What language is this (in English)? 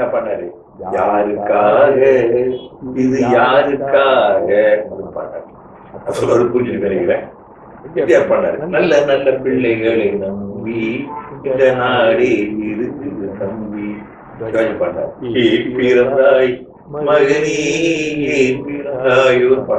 Tamil